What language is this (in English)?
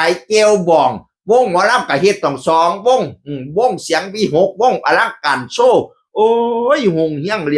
Northeastern Thai